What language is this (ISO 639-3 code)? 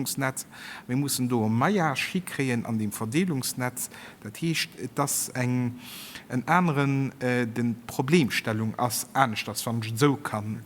ltz